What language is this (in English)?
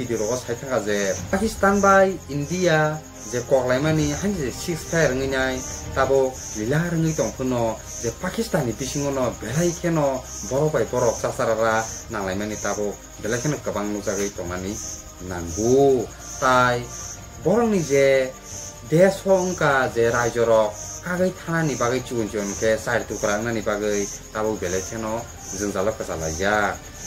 Kok Borok